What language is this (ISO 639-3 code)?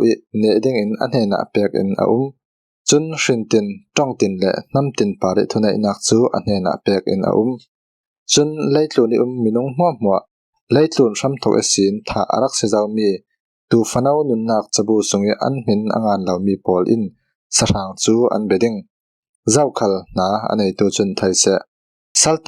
cfm